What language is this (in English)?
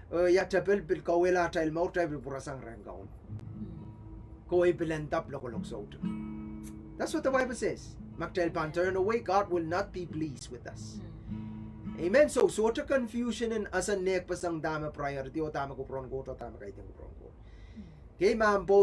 Pohnpeian